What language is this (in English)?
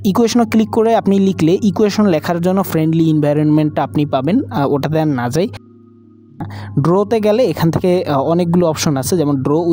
Bangla